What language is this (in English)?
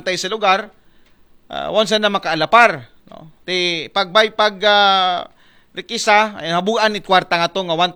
Aklanon